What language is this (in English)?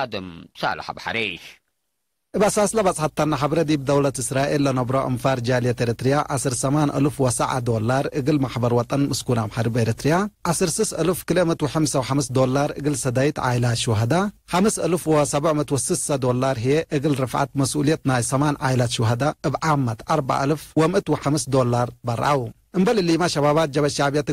Tigre